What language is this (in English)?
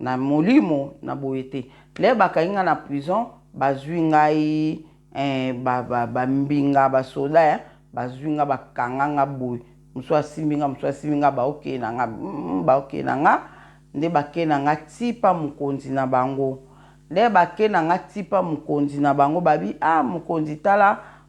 Lingala